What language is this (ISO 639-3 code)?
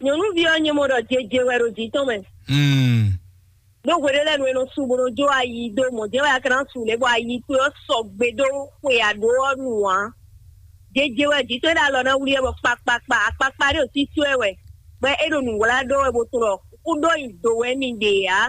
fon